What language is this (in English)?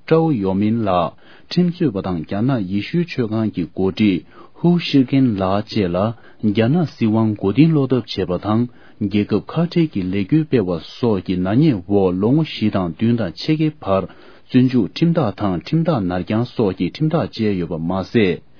Tibetan